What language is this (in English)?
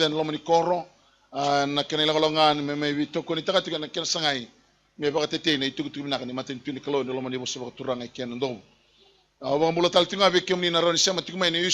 Fijian